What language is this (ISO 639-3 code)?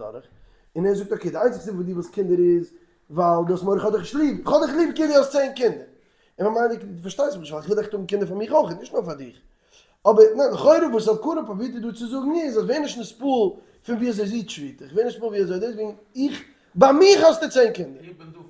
yid